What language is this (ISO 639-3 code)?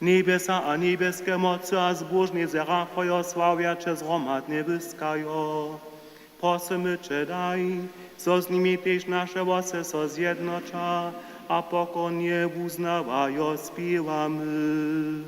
hsb